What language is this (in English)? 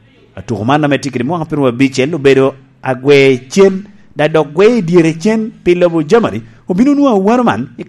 Lango (Uganda)